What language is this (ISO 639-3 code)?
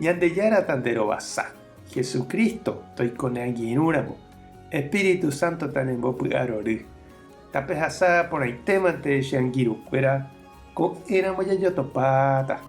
grn